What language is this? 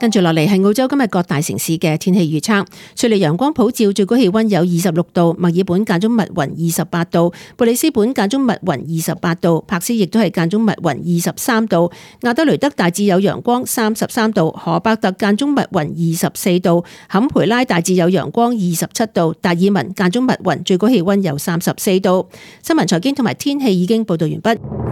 Cantonese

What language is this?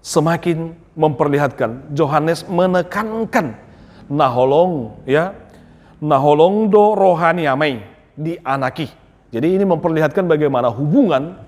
Batak Toba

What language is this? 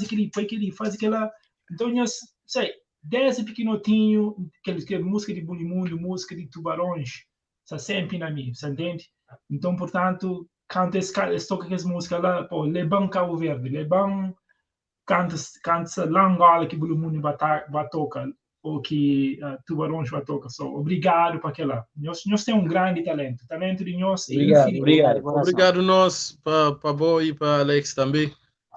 Kabuverdianu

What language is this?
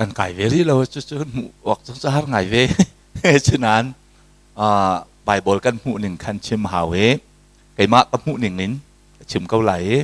Hakha Chin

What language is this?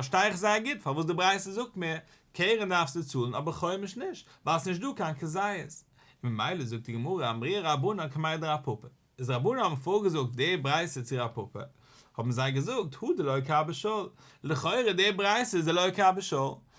Yiddish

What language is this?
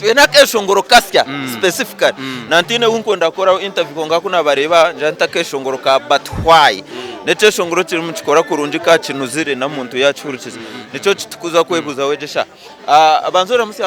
Nyankole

